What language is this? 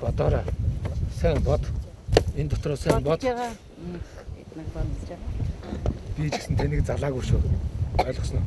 Mongolian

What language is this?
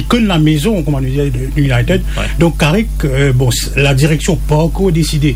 Morisyen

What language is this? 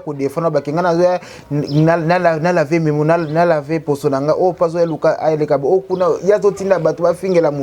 Lingala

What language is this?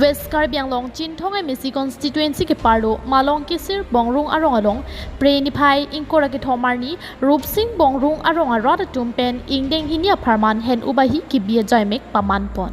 Karbi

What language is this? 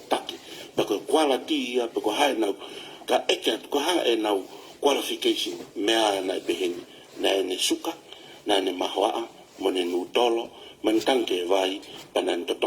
Tongan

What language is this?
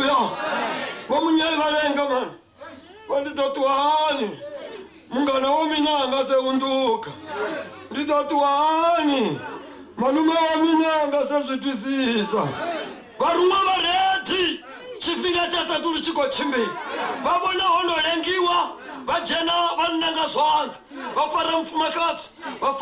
Venda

